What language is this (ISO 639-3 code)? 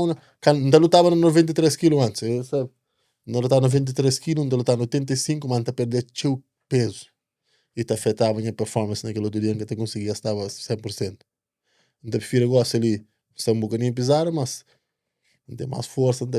kea